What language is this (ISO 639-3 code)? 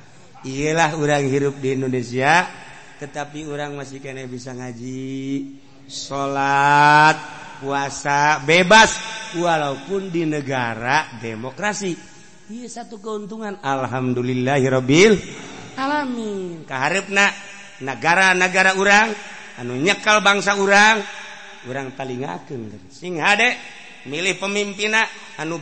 sun